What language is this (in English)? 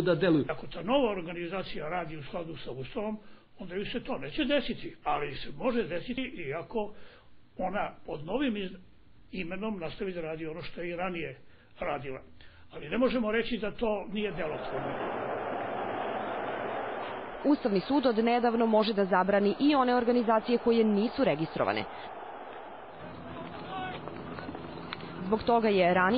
Serbian